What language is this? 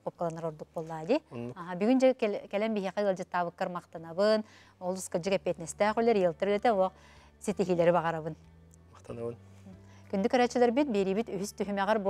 Yakut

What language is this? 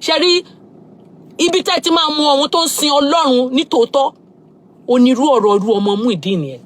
Yoruba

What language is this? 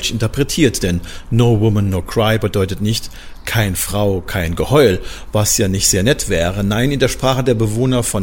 German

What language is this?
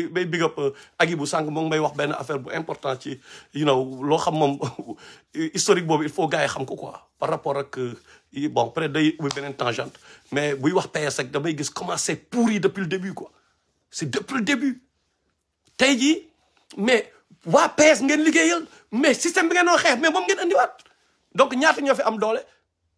Wolof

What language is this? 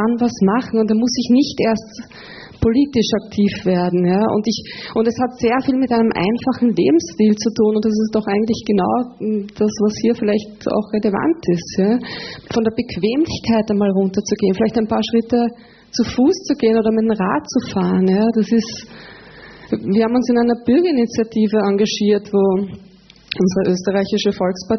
German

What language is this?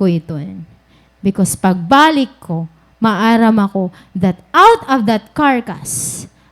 Waray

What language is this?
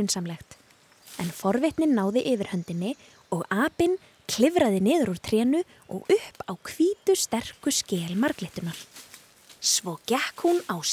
Icelandic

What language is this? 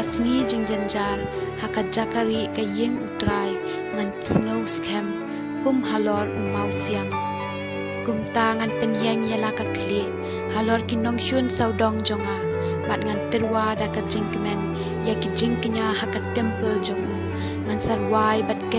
Khasi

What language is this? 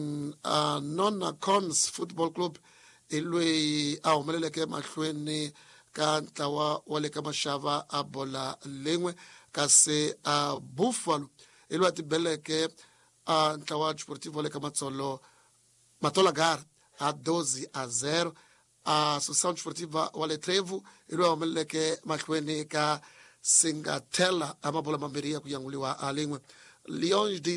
Tsonga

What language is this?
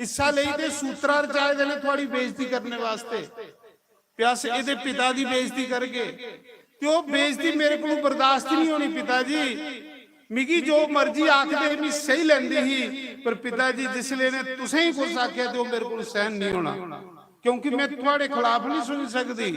Dogri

